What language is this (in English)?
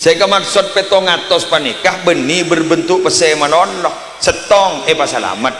Madurese